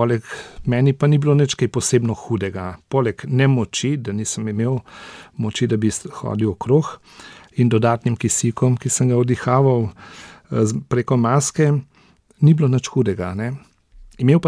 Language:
Slovenian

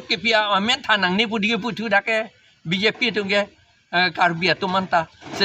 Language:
Karbi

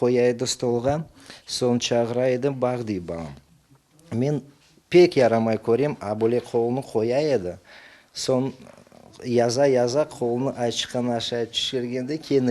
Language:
Crimean Tatar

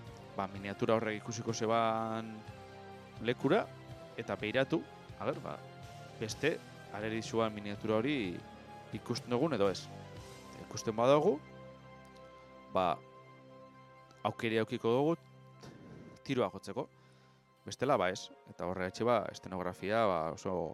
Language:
Basque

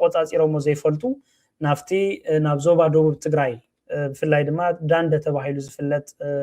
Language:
Tigrinya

